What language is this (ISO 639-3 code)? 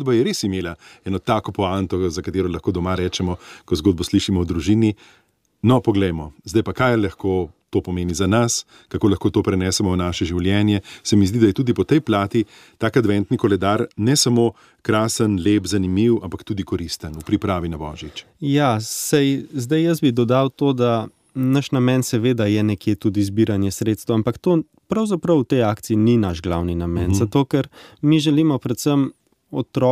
slv